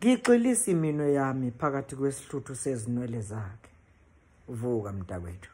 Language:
Zulu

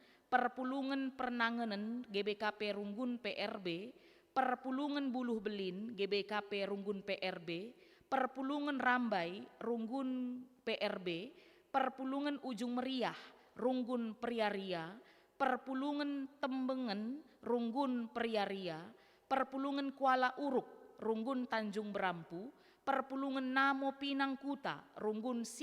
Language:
Batak Karo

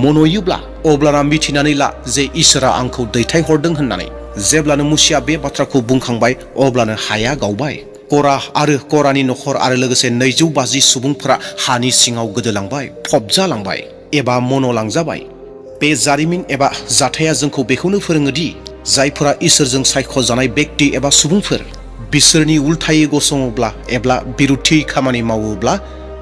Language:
Bodo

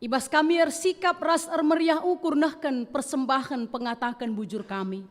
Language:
Batak Karo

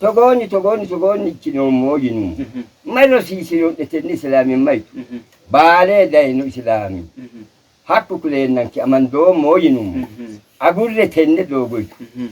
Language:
Sidamo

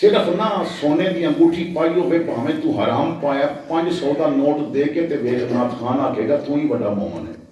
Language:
Western Panjabi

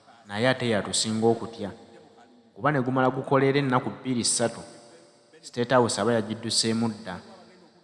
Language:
Ganda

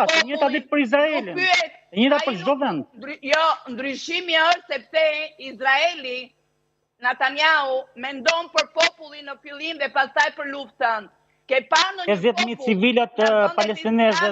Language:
Albanian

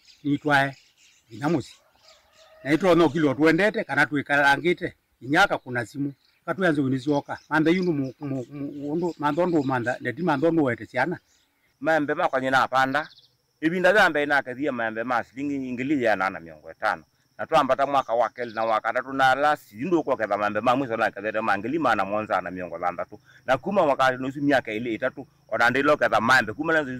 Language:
Kamba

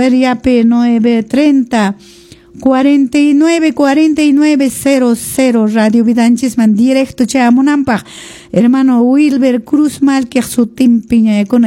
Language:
Quechua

